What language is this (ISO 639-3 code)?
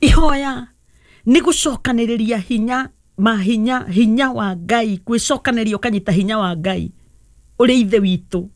kik